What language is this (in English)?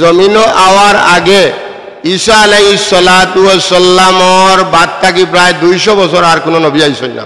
Sylheti